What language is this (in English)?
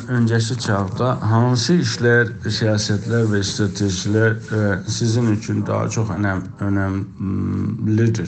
South Azerbaijani